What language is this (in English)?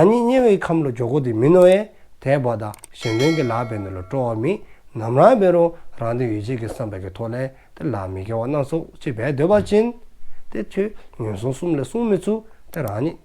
Dzongkha